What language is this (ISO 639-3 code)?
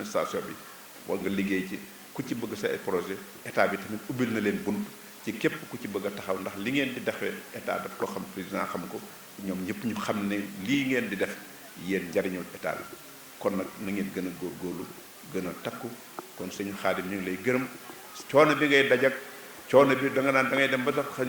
wol